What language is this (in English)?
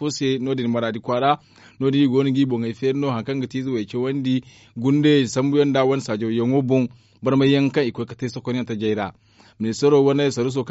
Zarma